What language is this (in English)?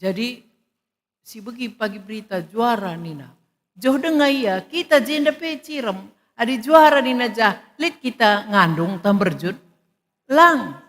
Batak Karo